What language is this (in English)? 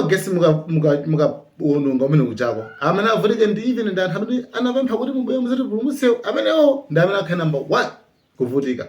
Nyanja